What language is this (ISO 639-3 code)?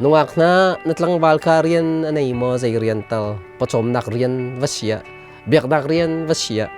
cnh